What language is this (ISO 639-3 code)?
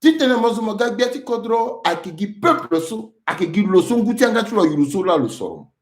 sag